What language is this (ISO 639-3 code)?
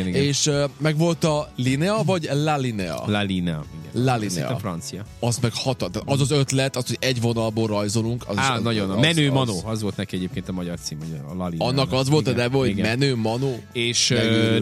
hun